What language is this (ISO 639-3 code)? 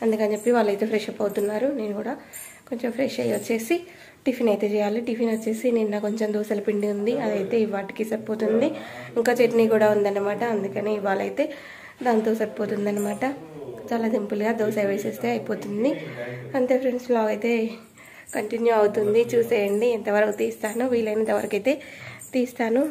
tel